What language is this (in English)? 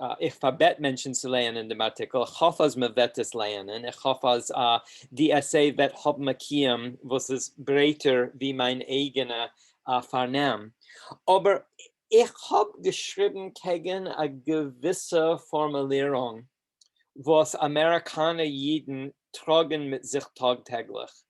Yiddish